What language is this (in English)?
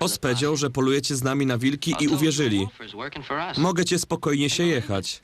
Silesian